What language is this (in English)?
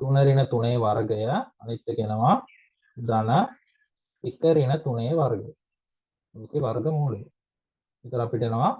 Sinhala